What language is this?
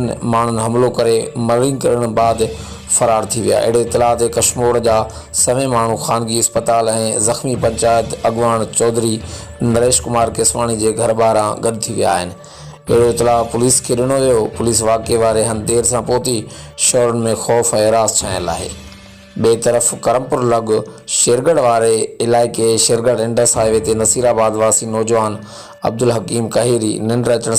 Sindhi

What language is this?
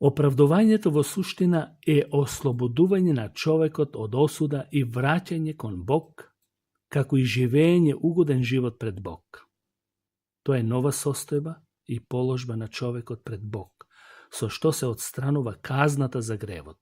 Macedonian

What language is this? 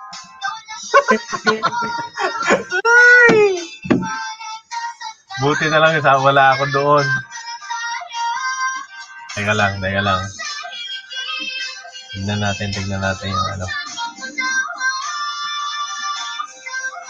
Filipino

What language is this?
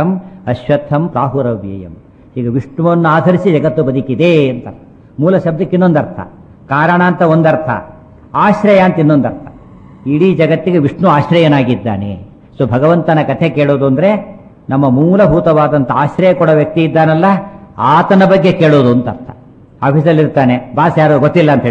Kannada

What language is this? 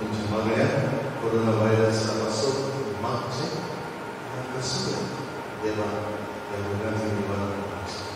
Konkani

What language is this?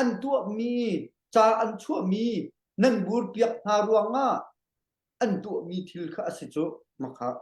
Hakha Chin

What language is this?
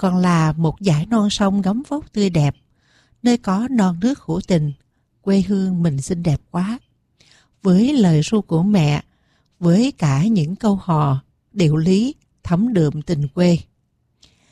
Vietnamese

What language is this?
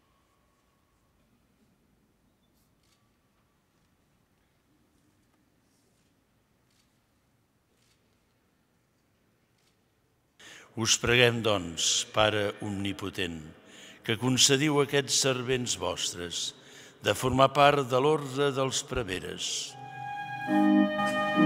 Catalan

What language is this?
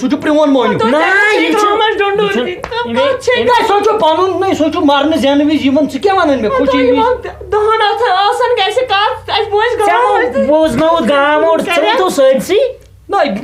Kashmiri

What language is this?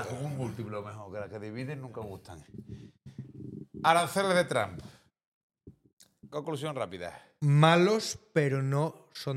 Spanish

